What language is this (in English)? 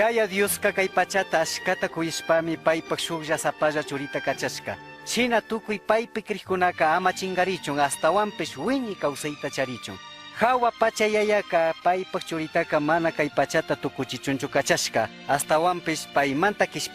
Chimborazo Highland Quichua